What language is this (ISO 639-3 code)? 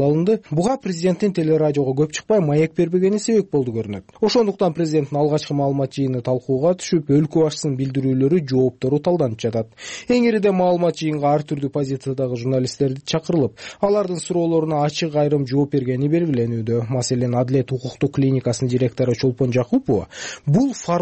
kir